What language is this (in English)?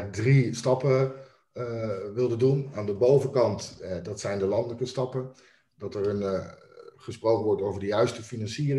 Dutch